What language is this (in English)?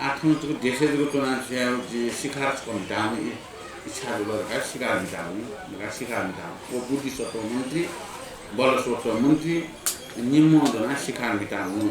Newari